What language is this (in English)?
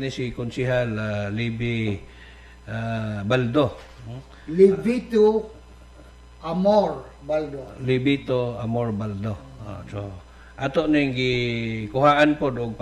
Cebuano